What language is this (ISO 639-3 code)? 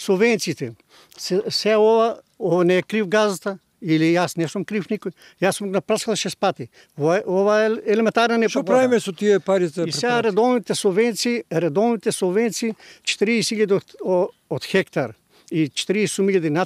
mkd